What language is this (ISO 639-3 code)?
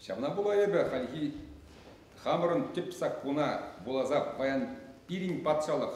chv